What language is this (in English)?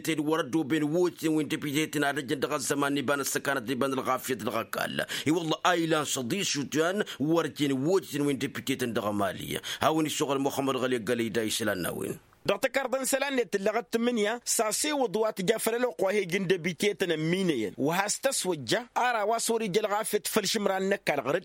Tamasheq